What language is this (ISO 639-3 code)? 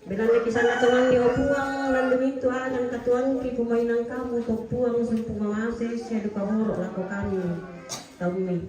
sda